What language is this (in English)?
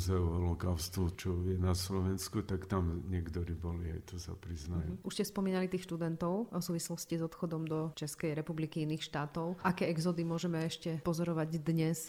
Slovak